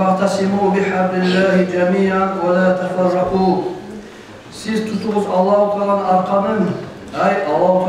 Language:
Kumyk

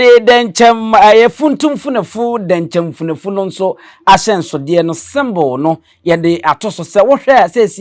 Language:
Akan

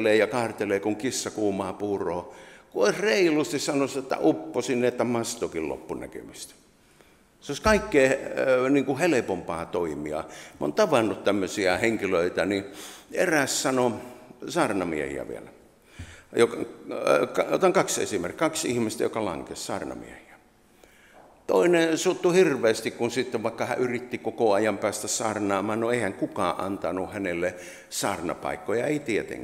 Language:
Finnish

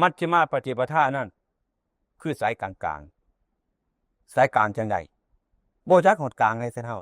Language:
Northeastern Thai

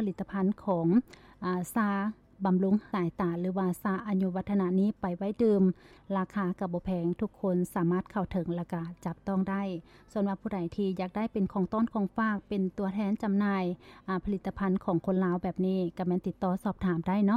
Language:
Lao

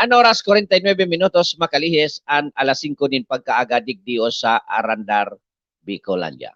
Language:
Bikol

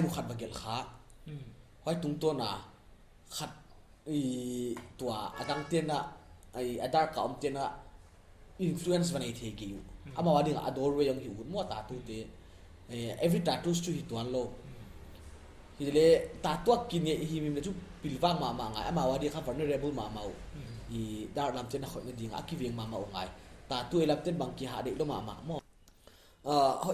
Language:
Paite Chin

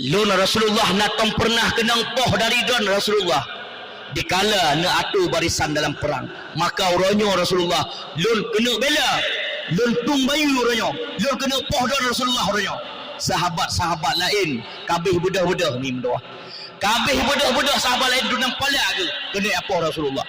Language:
Achinese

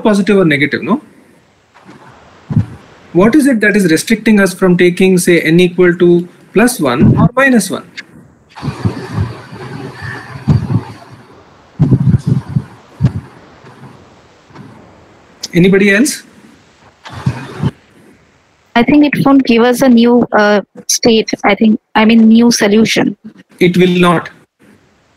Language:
English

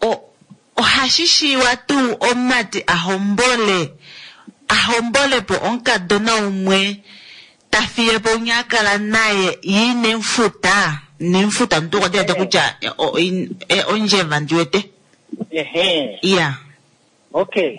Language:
Kuanyama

